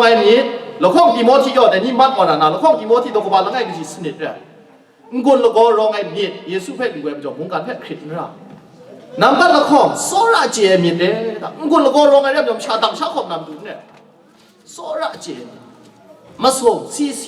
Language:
Kachin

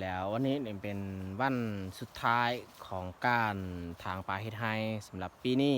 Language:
Lao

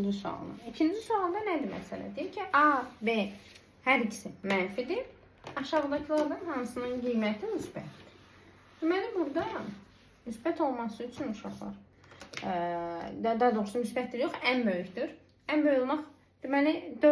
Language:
Azerbaijani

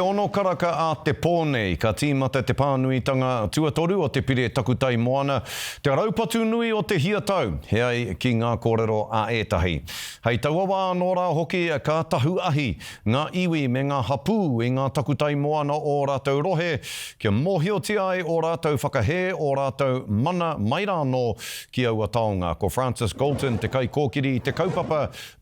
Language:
Māori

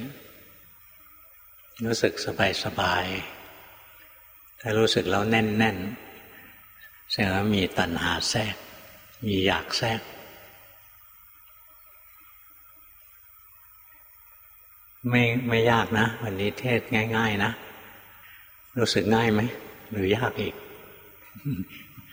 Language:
Thai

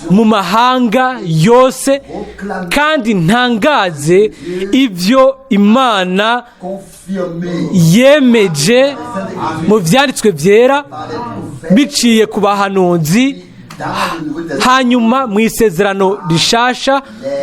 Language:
Rundi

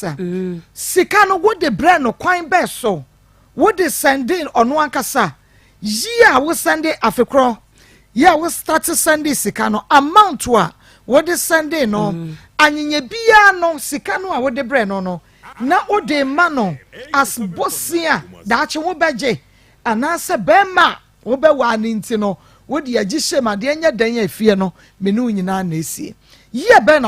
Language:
Akan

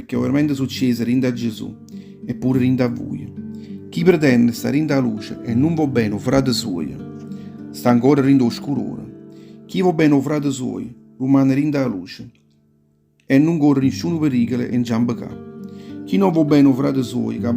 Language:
Neapolitan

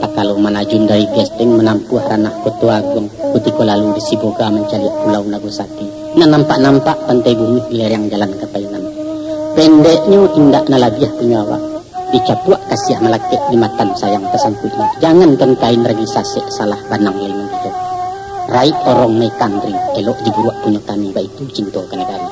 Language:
Minangkabau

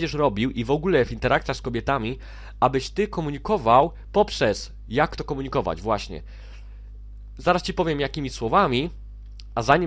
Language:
Polish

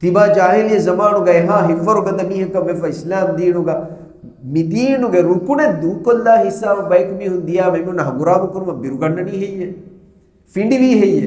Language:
Divehi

